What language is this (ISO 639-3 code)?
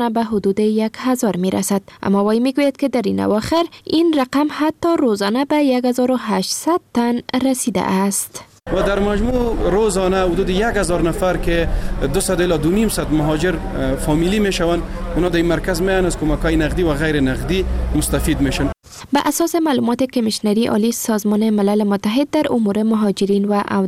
fas